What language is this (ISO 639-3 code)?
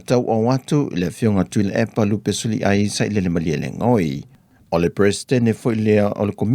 smo